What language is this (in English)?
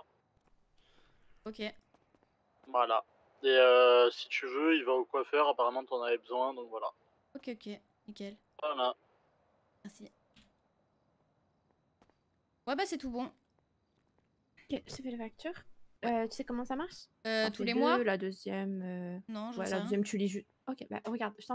French